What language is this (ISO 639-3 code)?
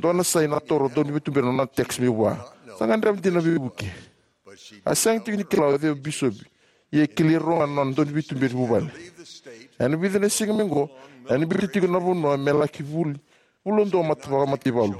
fij